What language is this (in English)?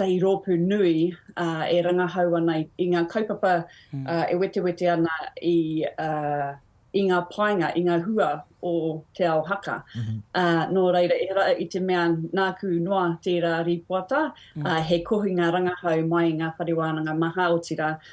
Māori